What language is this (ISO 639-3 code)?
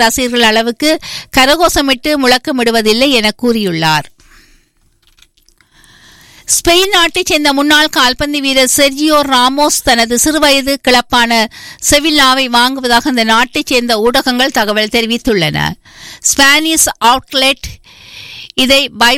tam